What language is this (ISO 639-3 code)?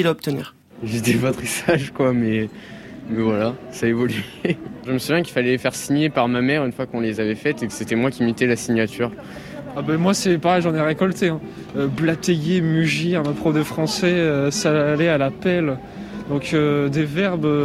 fra